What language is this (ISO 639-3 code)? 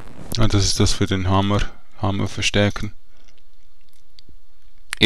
deu